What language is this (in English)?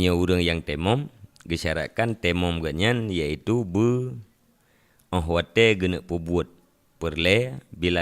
Achinese